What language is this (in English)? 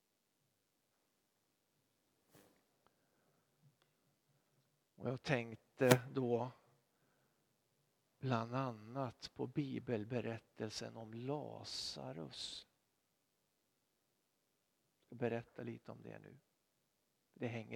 Swedish